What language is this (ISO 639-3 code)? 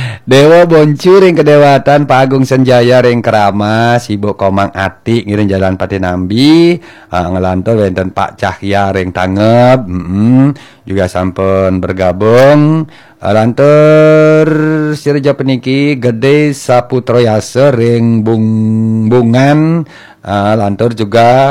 ban